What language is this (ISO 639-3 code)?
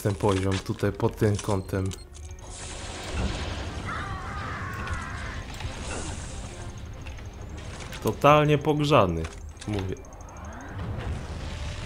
pol